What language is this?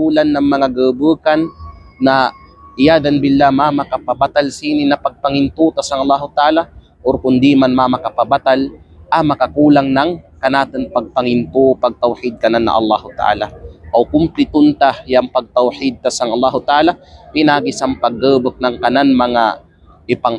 Kalagan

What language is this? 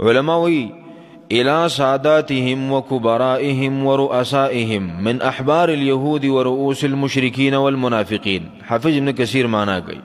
Pashto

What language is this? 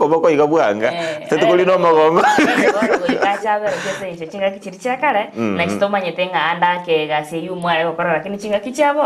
Gusii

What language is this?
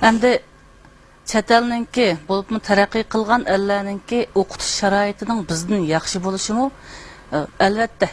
Uyghur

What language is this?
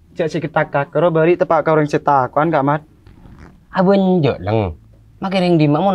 Madurese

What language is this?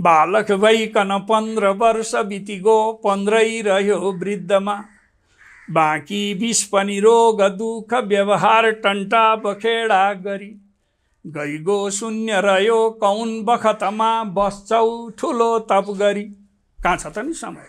Nepali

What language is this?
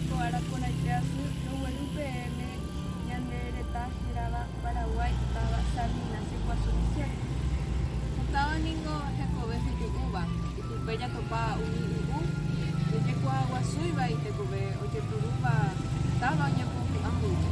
Guarani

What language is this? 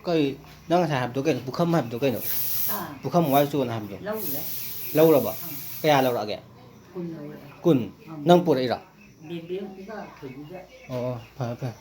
Manipuri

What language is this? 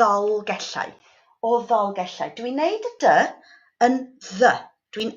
Welsh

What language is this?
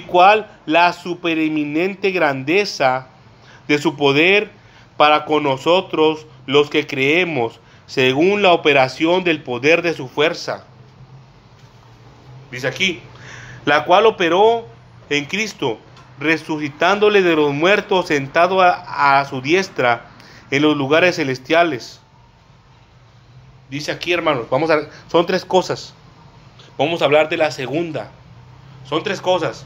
Spanish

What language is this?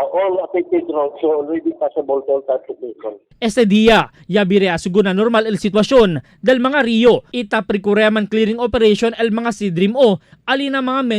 Chavacano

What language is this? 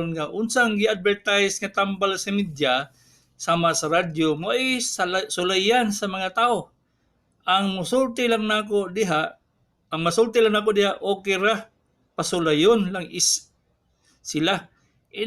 Cebuano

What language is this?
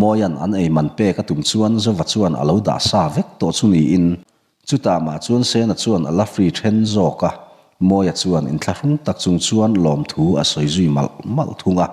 Mizo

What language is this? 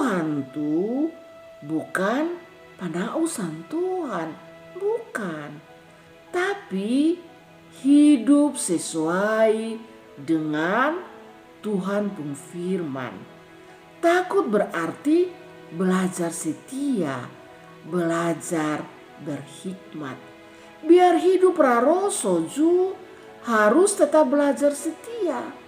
Kupang Malay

